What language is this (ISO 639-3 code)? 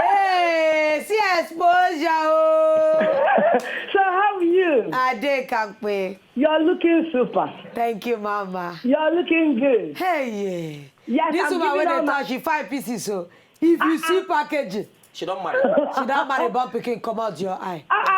pcm